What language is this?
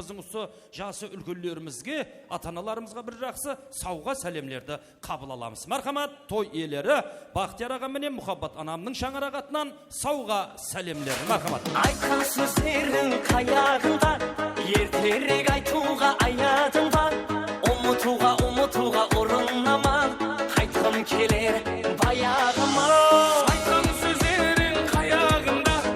Kara-Kalpak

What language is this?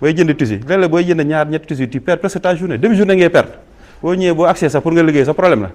Wolof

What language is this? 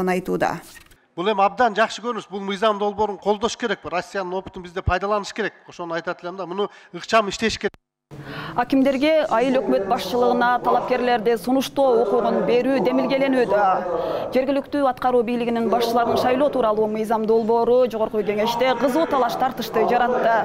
Kyrgyz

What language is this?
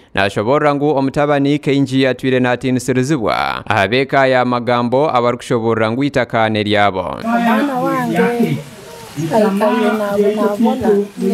Nyankole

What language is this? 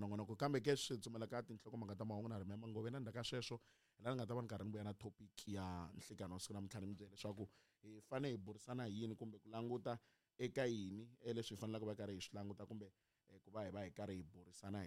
Tsonga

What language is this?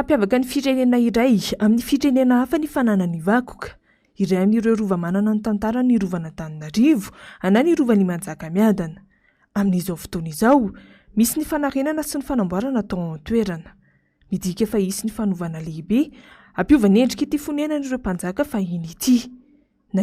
Malagasy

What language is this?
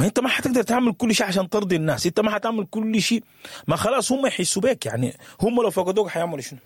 Sudanese Arabic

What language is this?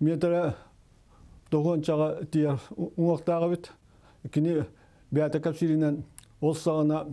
Yakut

